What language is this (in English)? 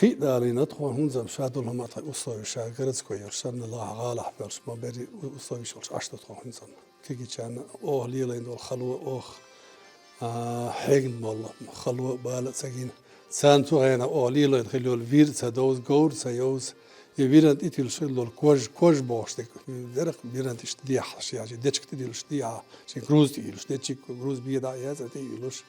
Chechen